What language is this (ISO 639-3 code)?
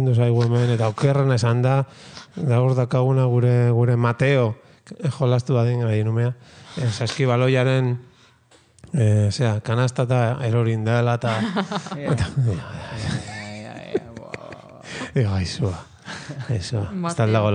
eus